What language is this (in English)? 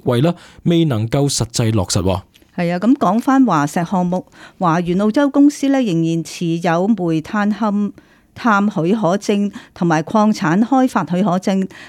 Cantonese